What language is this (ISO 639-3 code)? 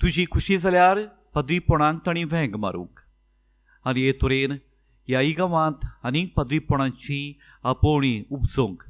kok